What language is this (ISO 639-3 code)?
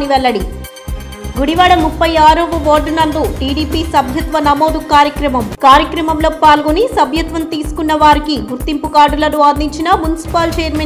tel